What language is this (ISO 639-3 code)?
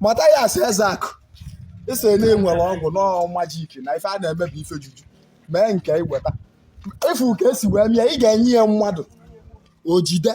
ibo